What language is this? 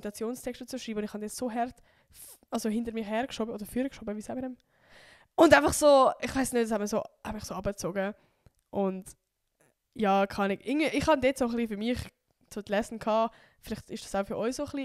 Swiss German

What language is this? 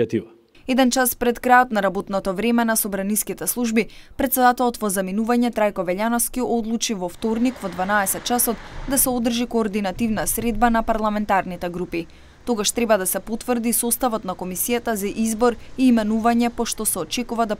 Macedonian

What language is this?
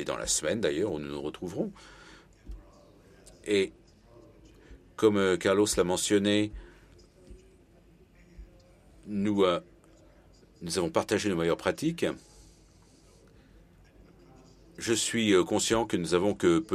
French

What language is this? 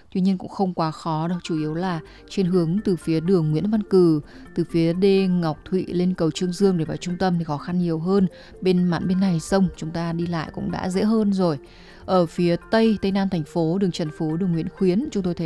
Vietnamese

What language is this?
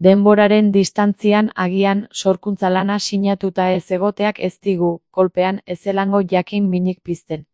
Basque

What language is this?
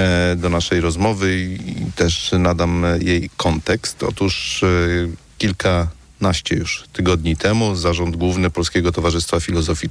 Polish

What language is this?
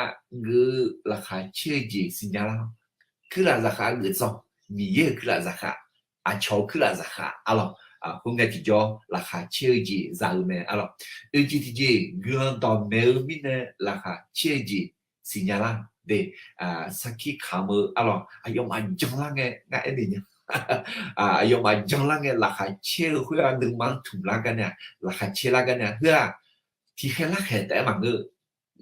Akha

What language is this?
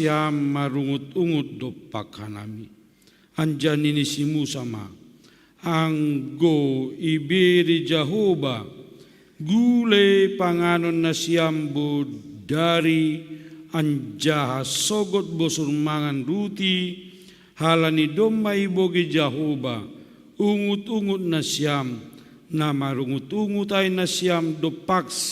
Batak Simalungun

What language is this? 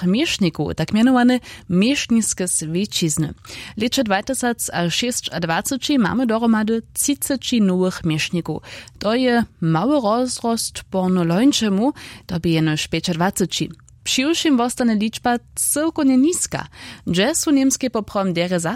Upper Sorbian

